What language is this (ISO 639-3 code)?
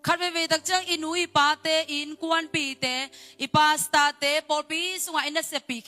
ctd